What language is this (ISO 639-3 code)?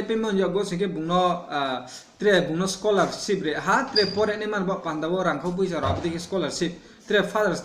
ria